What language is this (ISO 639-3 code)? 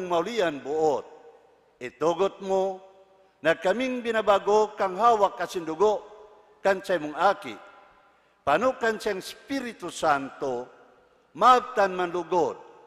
bik